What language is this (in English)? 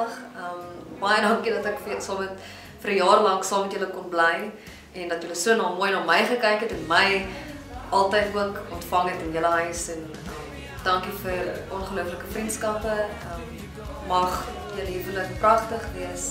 Afrikaans